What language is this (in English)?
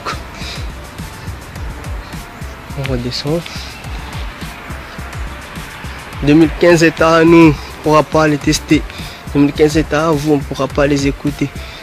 French